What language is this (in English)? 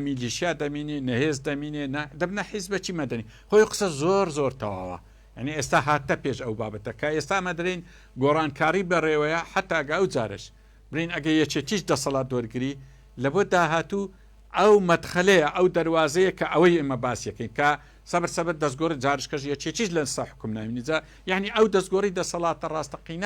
Central Kurdish